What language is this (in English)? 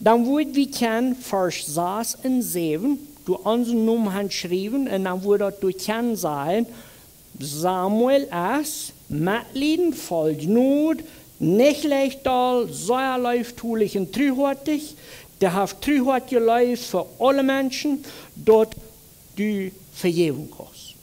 Plautdietsch